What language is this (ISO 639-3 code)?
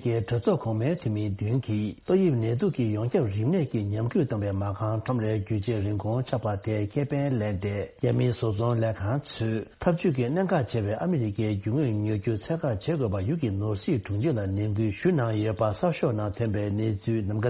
bod